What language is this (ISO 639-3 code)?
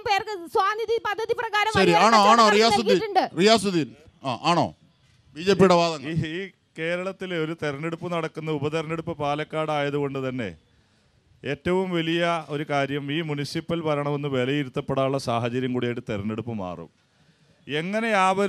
mal